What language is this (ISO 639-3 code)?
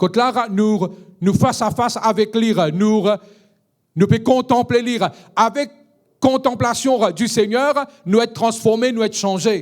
mfe